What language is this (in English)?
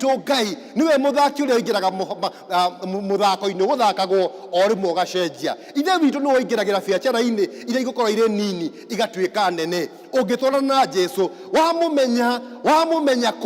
Kikuyu